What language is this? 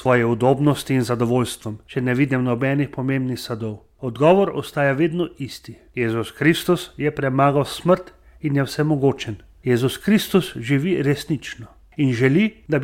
Slovenian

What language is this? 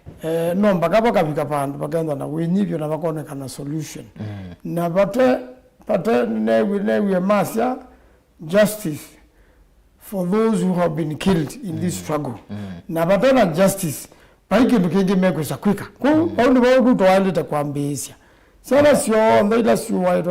Kamba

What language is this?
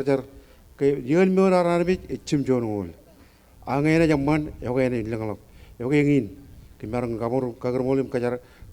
Marshallese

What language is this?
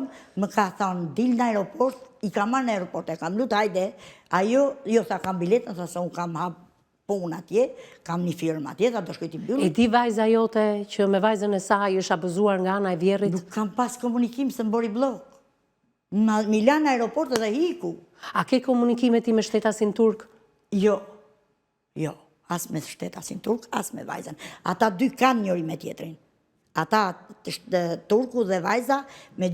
Albanian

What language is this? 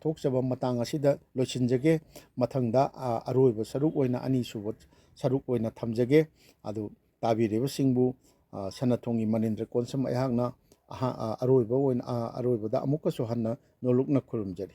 Manipuri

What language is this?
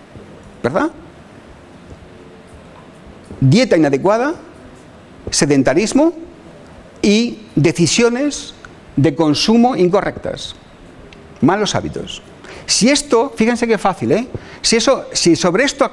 Spanish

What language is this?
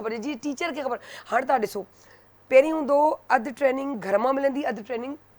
Sindhi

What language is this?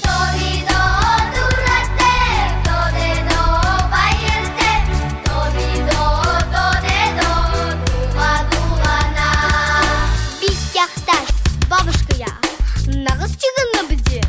Buriat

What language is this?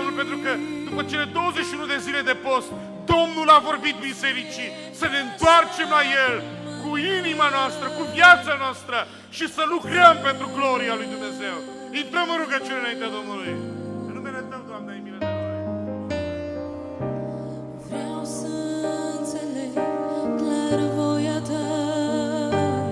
Romanian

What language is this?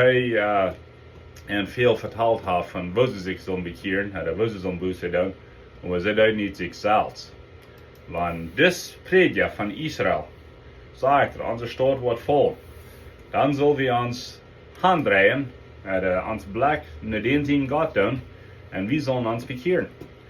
Plautdietsch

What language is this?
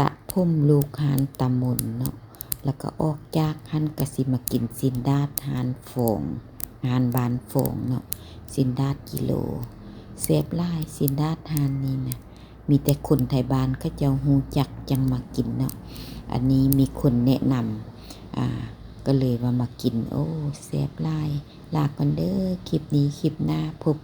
Lao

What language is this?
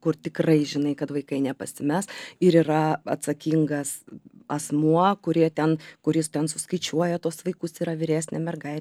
Lithuanian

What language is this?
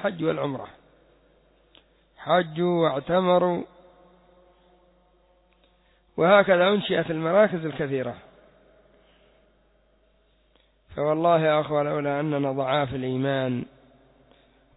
Arabic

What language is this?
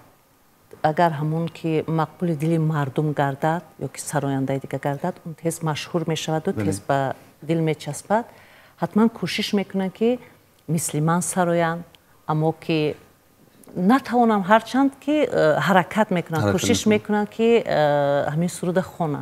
Tajik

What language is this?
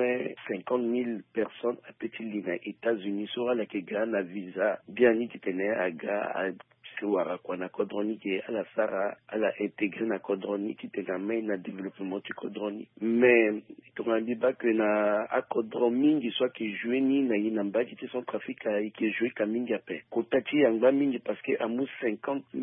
Sango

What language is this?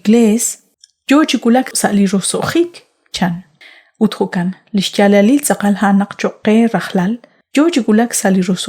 Kekchí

